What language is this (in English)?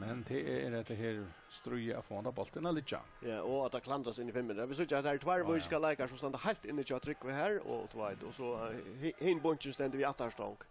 Faroese